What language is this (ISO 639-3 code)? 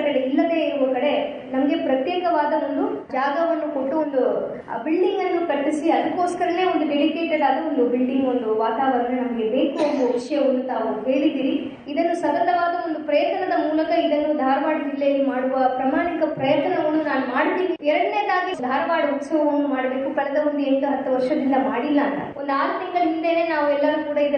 kan